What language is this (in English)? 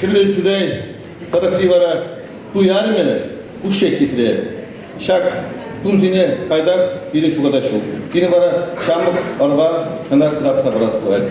Chuvash